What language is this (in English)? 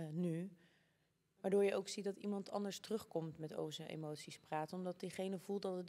Dutch